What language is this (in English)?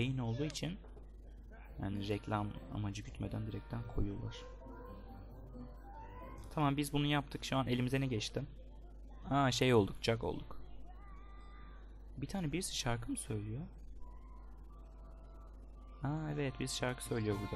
Turkish